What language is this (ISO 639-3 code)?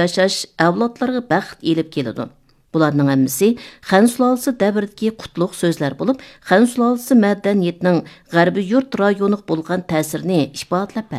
uig